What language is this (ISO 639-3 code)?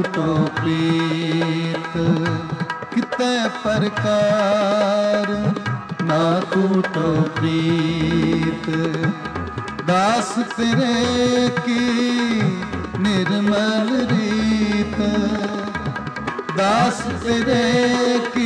pan